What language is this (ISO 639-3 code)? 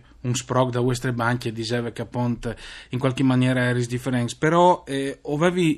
fur